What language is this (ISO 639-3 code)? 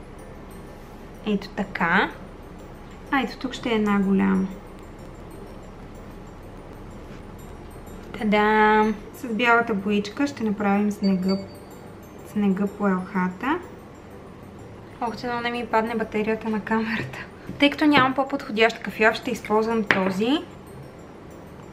bul